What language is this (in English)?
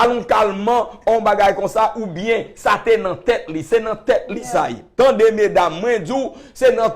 Haitian Creole